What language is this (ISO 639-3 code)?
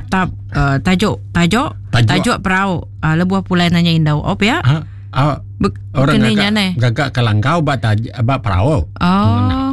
iba